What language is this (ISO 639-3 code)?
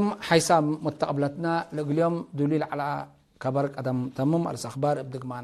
tig